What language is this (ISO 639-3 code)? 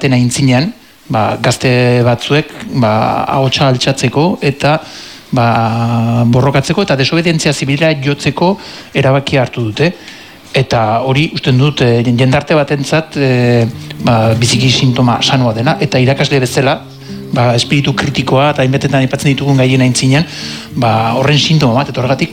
eus